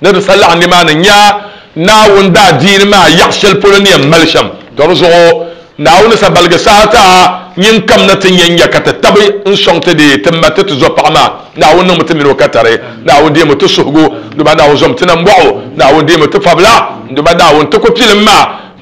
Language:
Dagbani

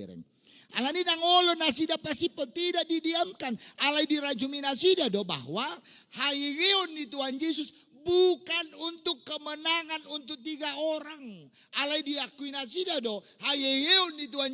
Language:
Batak Toba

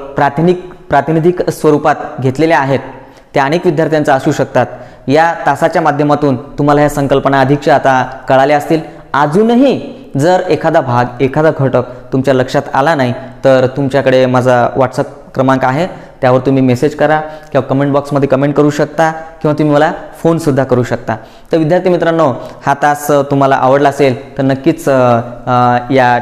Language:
Marathi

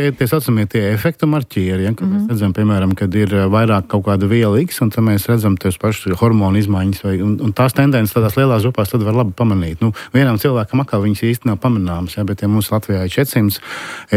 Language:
Latvian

